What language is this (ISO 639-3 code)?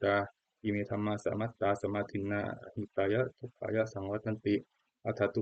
pli